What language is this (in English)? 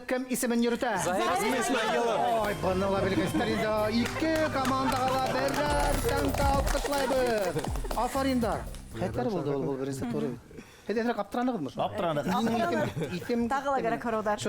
Bashkir